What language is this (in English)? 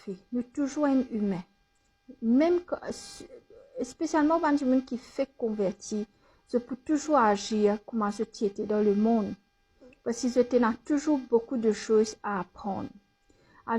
Morisyen